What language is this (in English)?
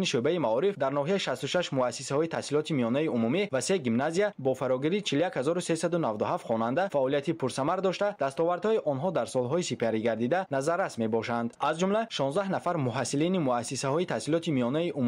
Tajik